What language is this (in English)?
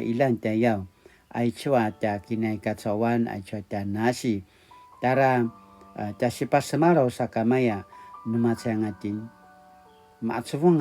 Paiwan